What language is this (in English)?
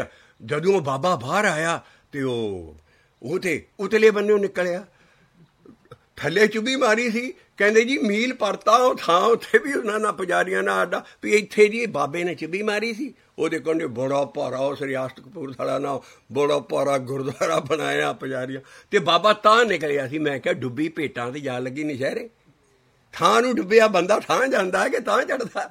Punjabi